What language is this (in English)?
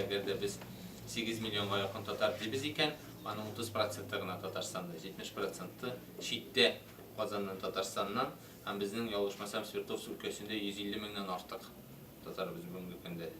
Tatar